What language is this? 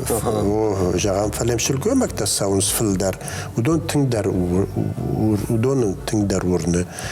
Ossetic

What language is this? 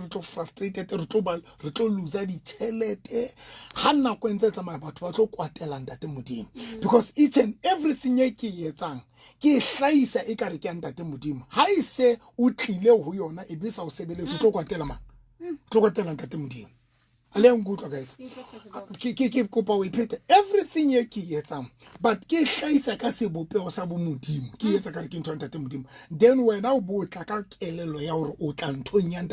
Southern Sotho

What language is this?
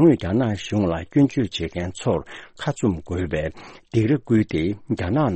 Tibetan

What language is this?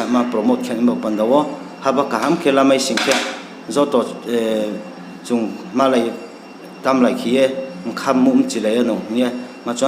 Riang (India)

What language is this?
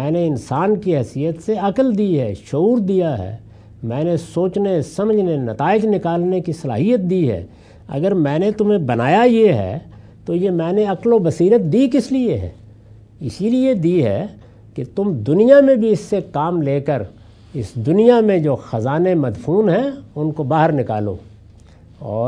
Urdu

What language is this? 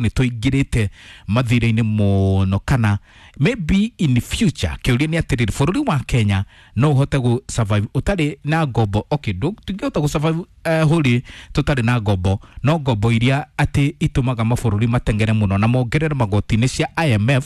Kikuyu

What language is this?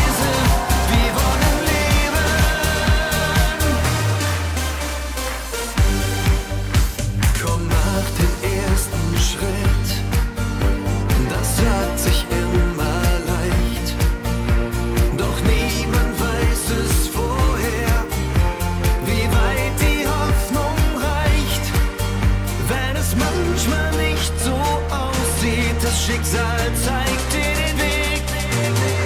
German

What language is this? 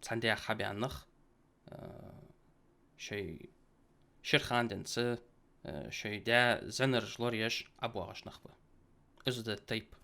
Ingush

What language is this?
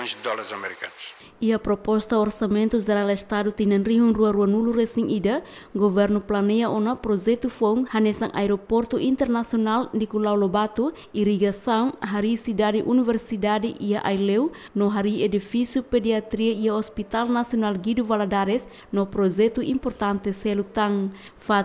Tetum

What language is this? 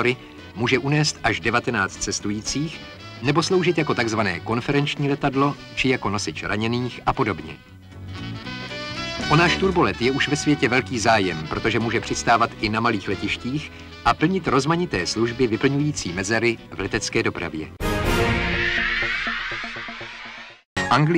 Czech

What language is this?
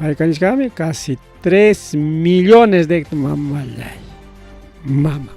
Ayacucho Quechua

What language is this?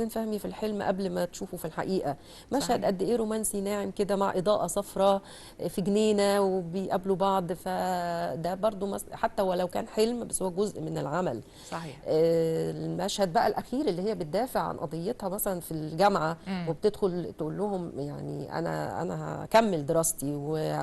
Egyptian Arabic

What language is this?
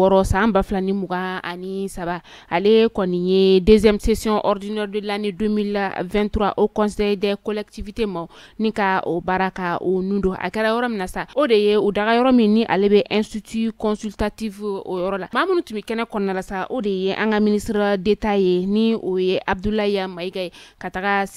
Bambara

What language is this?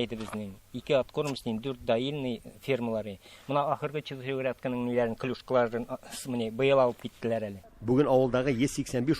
Tatar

